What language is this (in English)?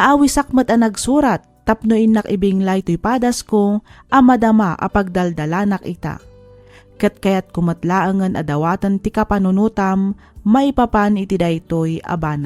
Iloko